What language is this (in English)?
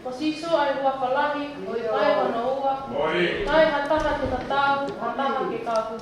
Tongan